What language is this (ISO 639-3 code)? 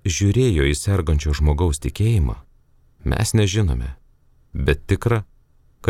lit